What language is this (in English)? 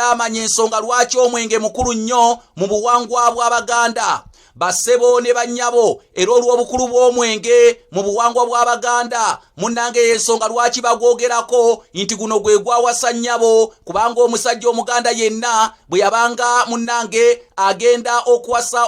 Ganda